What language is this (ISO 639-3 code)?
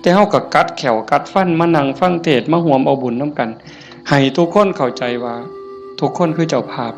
tts